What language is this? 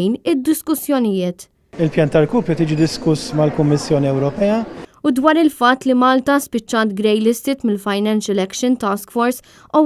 Maltese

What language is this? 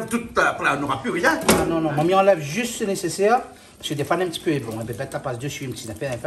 Réunion Creole French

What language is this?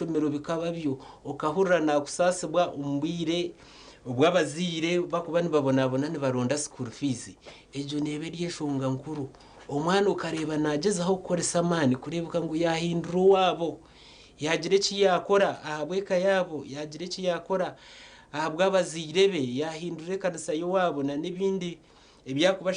Nyankole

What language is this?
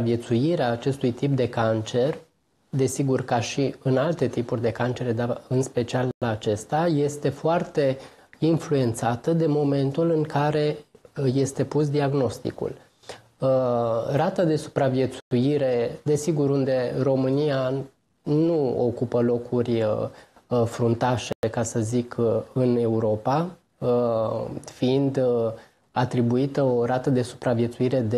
Romanian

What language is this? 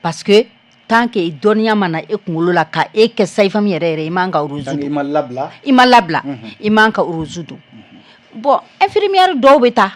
Bambara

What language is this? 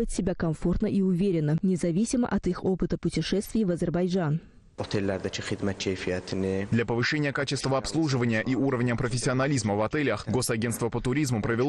Russian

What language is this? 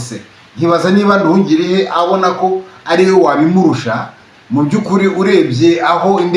Kinyarwanda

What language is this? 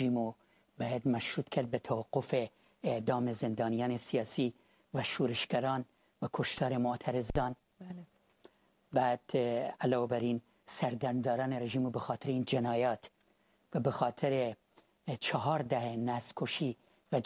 Persian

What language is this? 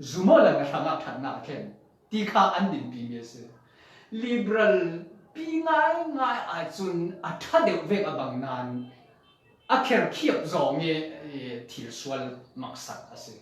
Falam Chin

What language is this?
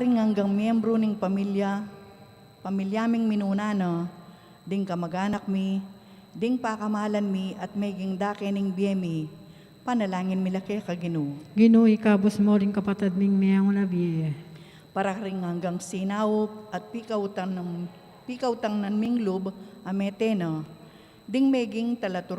Pampanga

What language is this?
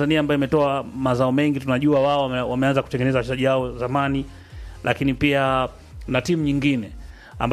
Swahili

